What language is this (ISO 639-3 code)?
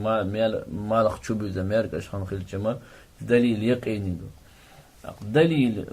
che